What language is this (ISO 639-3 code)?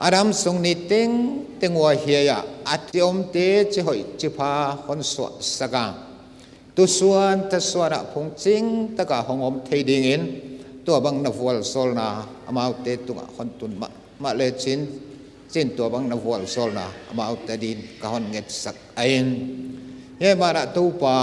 pck